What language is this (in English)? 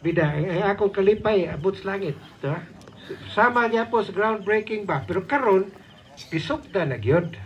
Cebuano